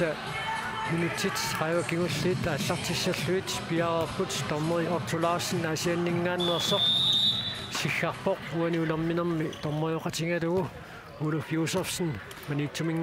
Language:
Kalaallisut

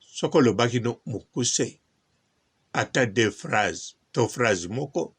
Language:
Lingala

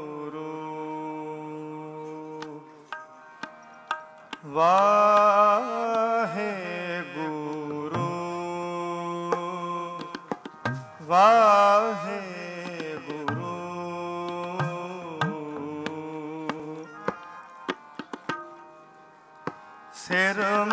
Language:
Punjabi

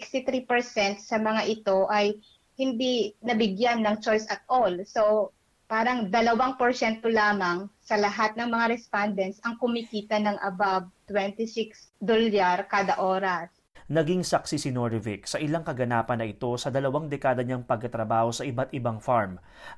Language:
Filipino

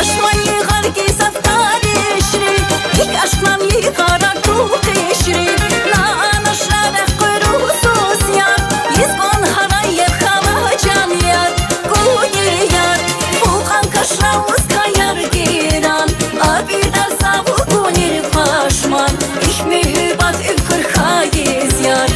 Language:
Tabassaran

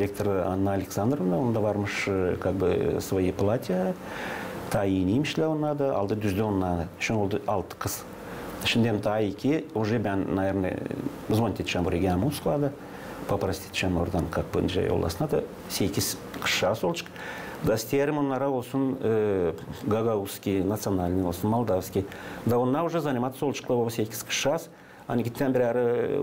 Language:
Gagauz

